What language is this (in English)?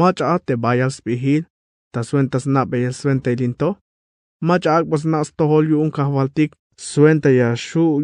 Tzeltal